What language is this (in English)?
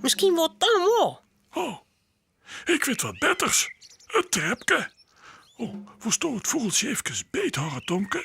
Western Frisian